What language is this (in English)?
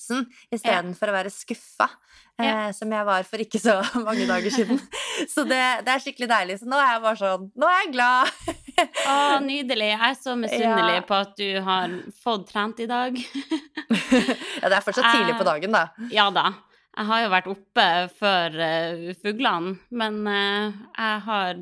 Norwegian